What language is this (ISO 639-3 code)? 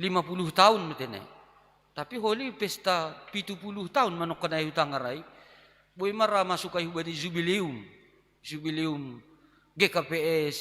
bts